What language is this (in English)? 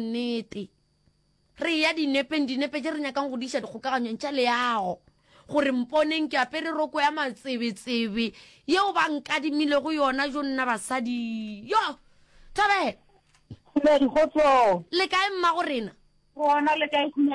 Northern Sotho